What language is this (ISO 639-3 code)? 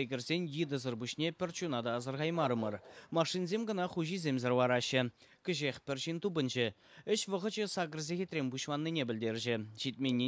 chv